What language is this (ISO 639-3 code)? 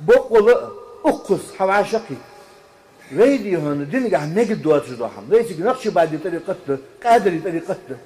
inh